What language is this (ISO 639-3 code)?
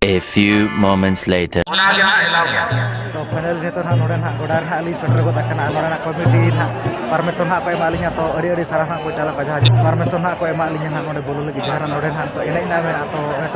sat